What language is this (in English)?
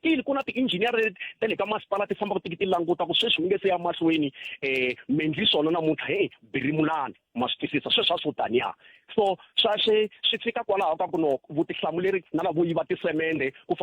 Tsonga